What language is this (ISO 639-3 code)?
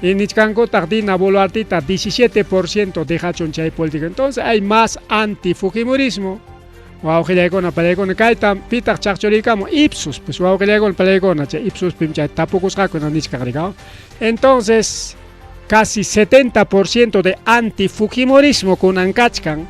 quy